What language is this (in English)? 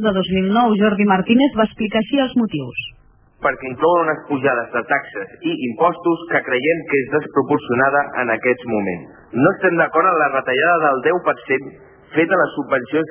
Catalan